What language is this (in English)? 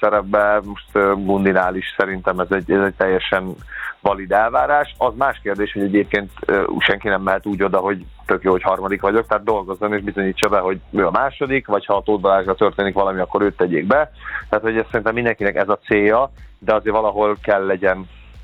Hungarian